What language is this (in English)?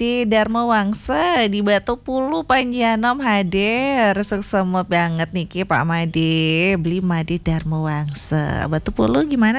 Balinese